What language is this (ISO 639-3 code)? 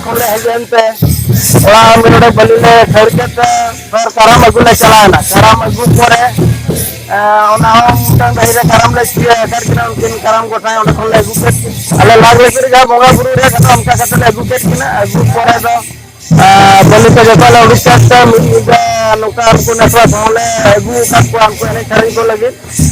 sat